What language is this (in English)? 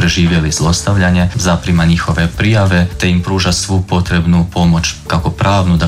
Croatian